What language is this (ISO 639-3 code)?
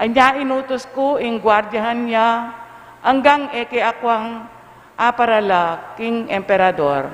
pam